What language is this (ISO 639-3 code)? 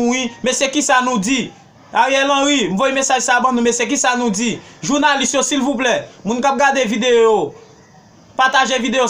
hat